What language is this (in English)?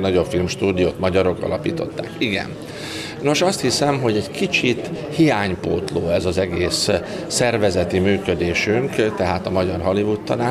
Hungarian